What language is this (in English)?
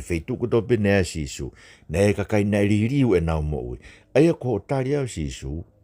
Tongan